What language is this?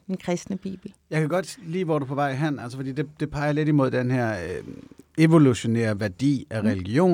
Danish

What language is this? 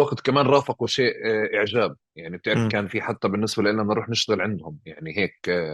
North Levantine Arabic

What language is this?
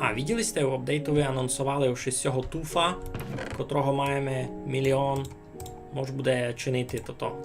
Rusyn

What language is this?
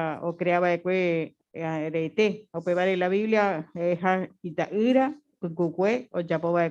Guarani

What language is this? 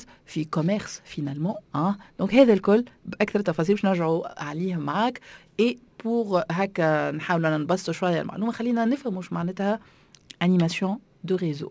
Tunisian Arabic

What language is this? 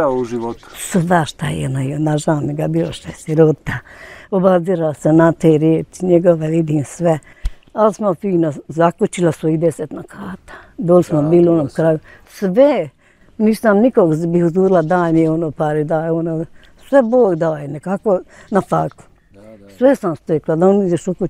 Bosnian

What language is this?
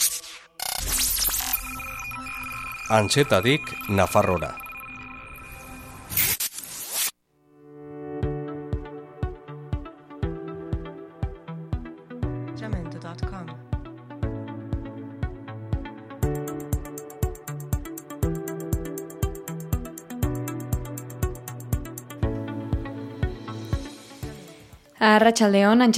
Basque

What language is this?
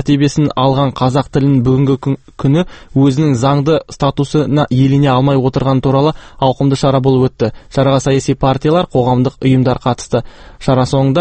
Kazakh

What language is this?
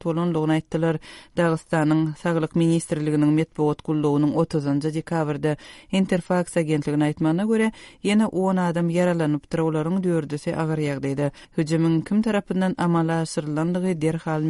Turkmen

